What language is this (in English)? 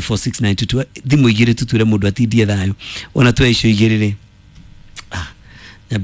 Kikuyu